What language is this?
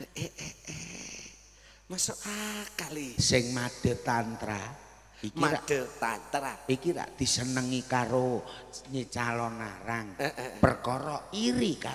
Javanese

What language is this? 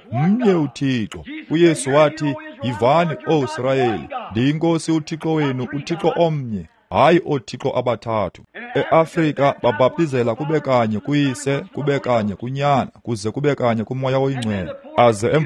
Xhosa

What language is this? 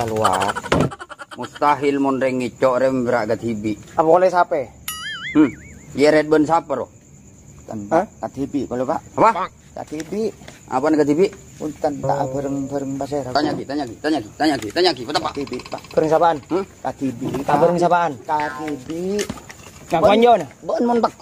Madurese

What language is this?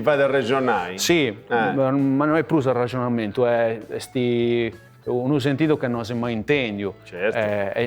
Sardinian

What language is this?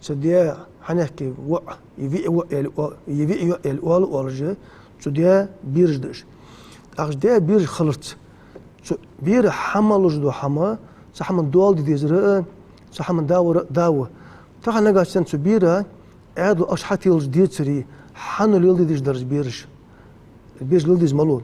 Ingush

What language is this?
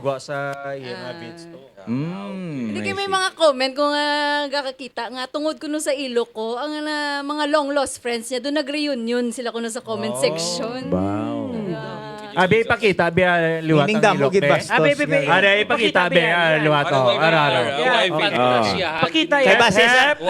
Hiligaynon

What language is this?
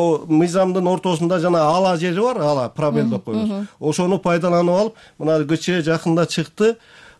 Kyrgyz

